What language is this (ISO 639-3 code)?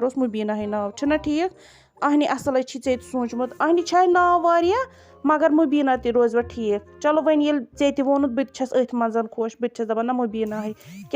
kas